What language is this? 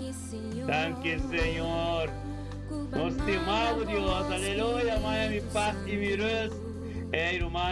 Papiamento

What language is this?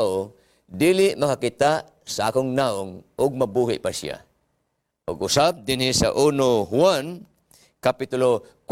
Cebuano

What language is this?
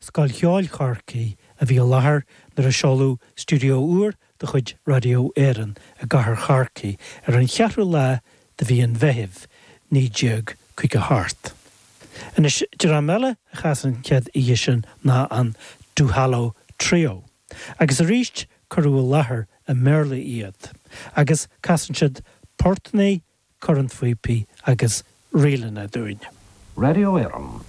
Irish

